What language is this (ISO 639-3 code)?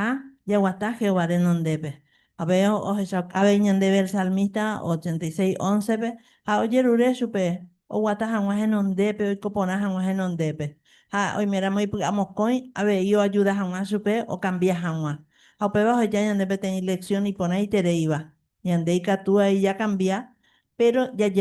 grn